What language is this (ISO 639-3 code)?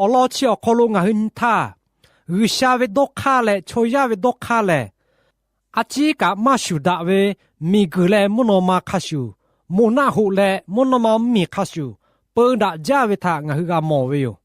lhu